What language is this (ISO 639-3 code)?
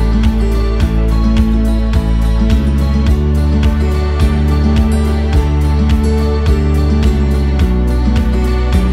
ind